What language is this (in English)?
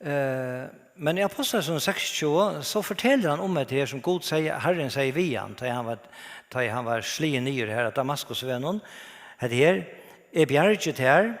Faroese